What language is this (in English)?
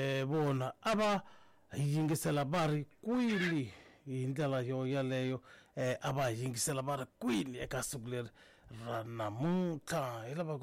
Tsonga